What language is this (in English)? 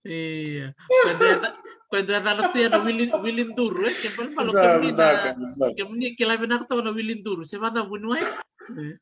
Fijian